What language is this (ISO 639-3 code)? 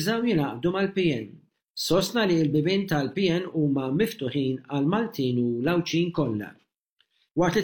mlt